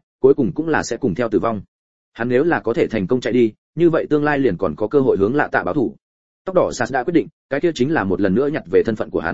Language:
Vietnamese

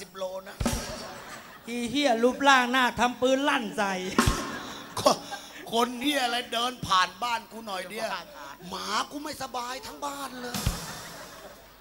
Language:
Thai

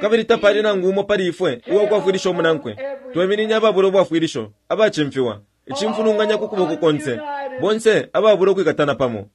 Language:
Bemba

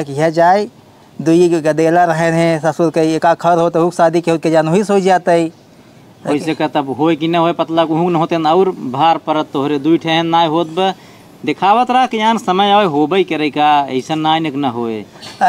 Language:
Awadhi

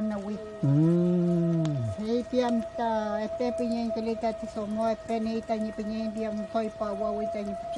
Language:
Mapuche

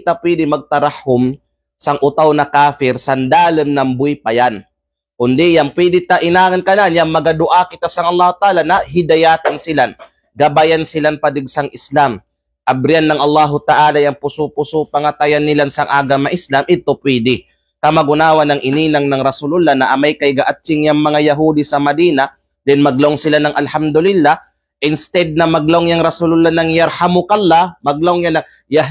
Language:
Kalagan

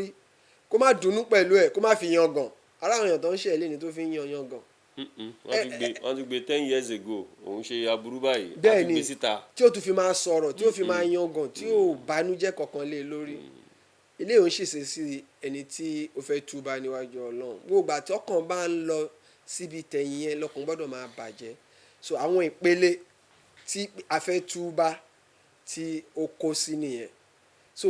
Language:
Yoruba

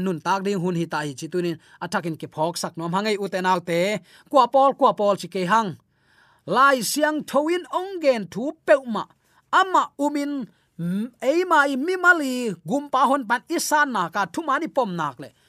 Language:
Tedim Chin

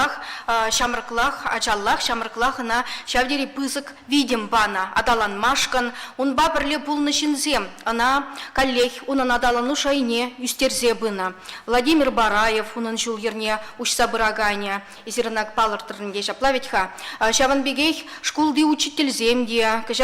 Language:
Chuvash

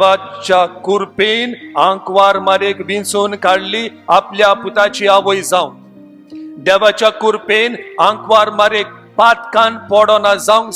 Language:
Konkani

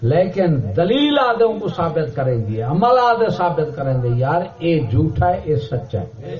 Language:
Saraiki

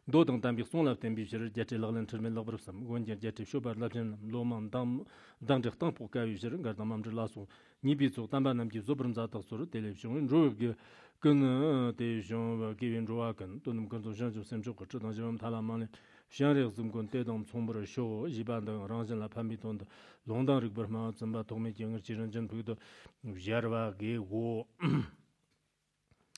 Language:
Chinese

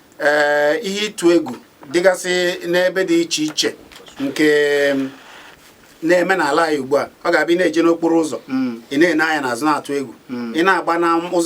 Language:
Igbo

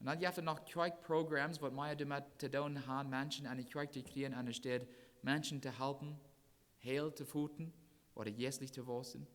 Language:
Plautdietsch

